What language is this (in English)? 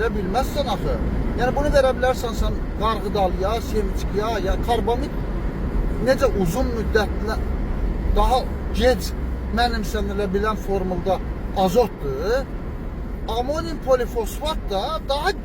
Azerbaijani